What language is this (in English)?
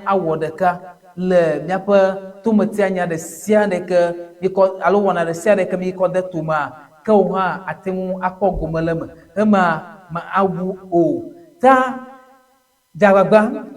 Ewe